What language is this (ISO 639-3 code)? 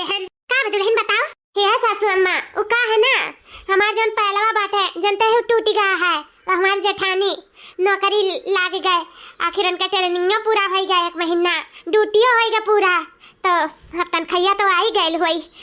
awa